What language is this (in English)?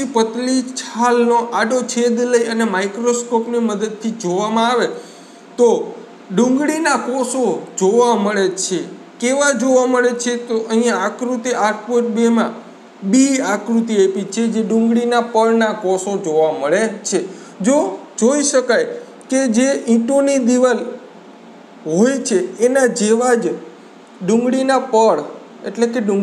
Gujarati